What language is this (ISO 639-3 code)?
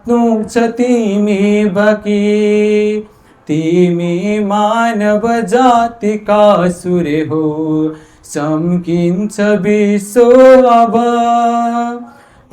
nep